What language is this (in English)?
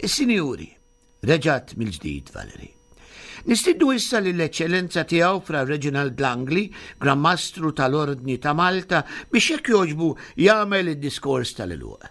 Maltese